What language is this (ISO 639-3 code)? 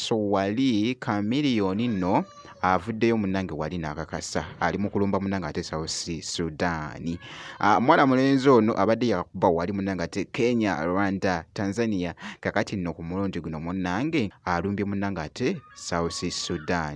lug